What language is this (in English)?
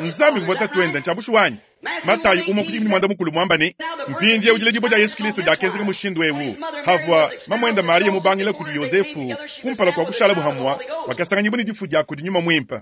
Luba-Lulua